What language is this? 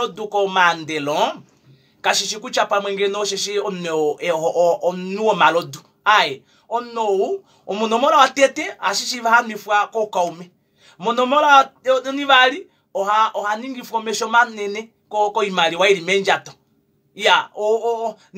Kuanyama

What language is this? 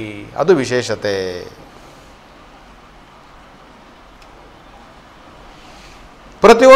Kannada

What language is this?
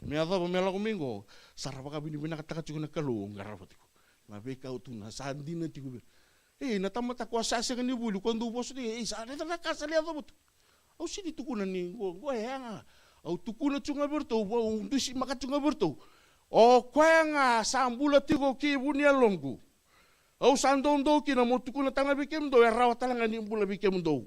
Fijian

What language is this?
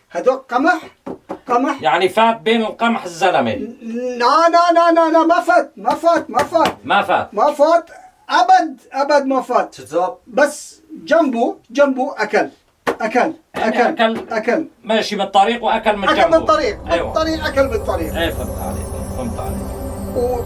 North Levantine Arabic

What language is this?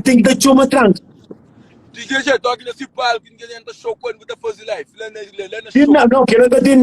Kabuverdianu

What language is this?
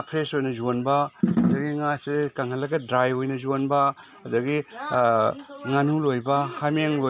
Manipuri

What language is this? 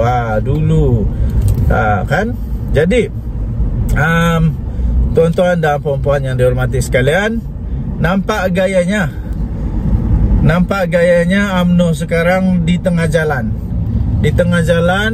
Malay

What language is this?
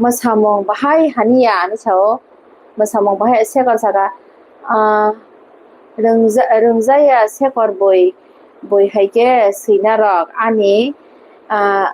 Kok Borok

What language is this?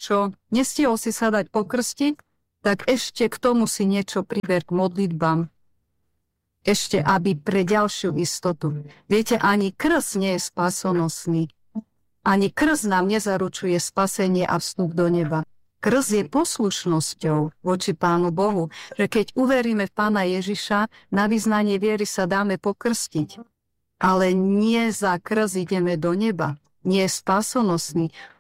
Slovak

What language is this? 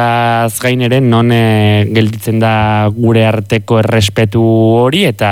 Basque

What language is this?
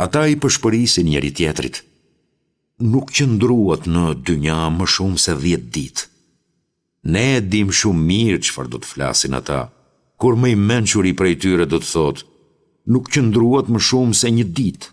Albanian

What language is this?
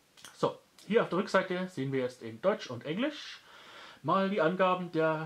German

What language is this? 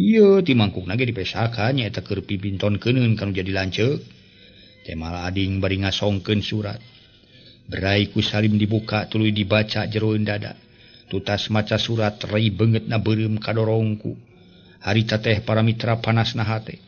Sundanese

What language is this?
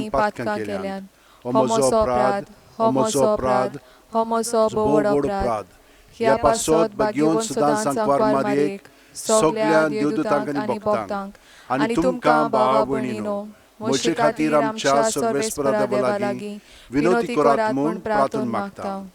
Konkani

